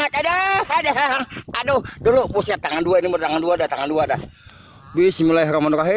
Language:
Betawi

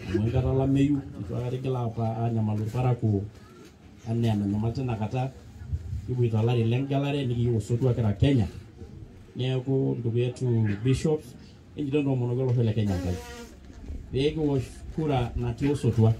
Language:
Masai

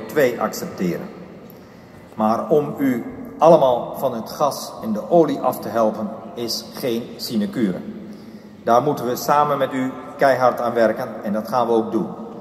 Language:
Dutch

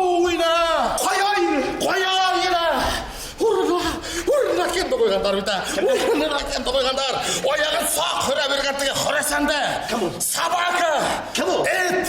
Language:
Bashkir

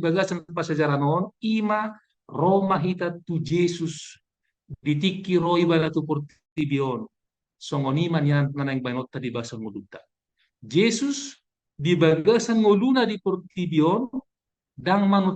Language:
Batak Toba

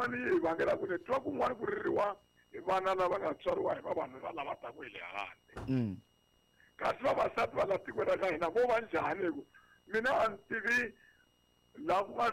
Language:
Tsonga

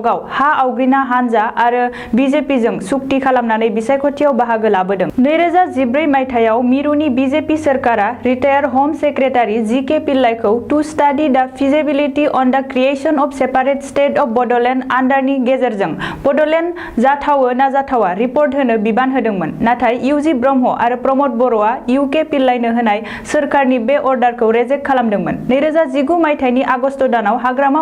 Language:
Bodo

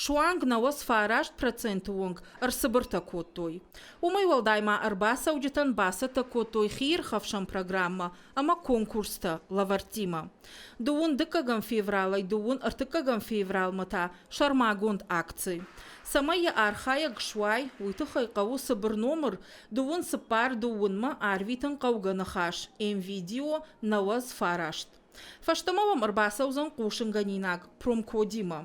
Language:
Ossetic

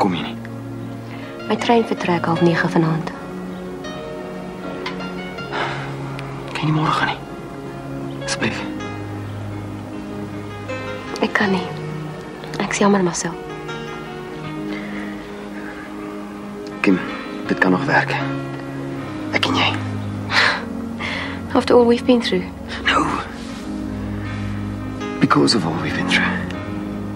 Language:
Afrikaans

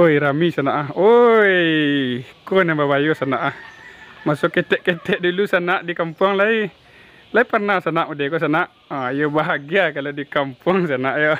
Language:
Minangkabau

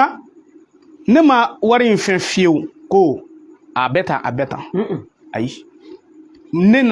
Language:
Bambara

